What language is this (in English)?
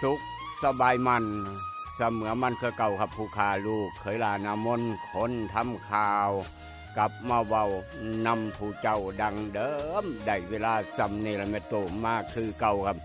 Northeastern Thai